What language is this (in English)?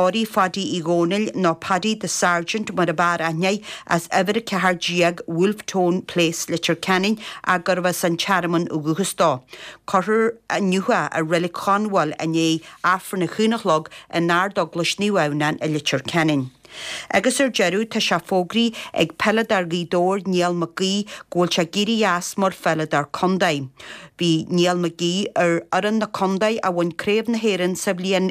Irish